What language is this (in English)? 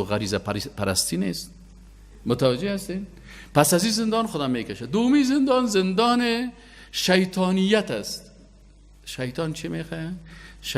Persian